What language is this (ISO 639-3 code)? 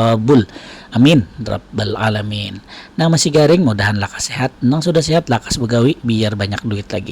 bjn